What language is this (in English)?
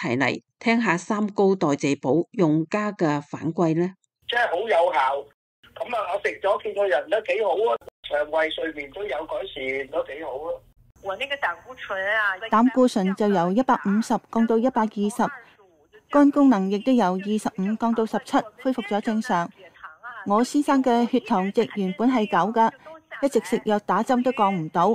Cantonese